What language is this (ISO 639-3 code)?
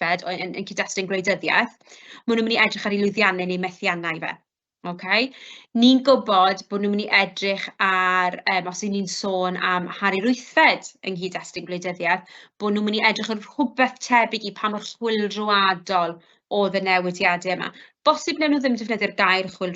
cym